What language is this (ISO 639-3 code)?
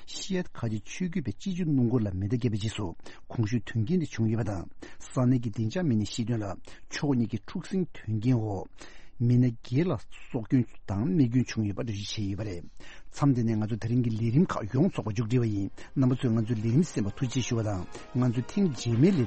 bod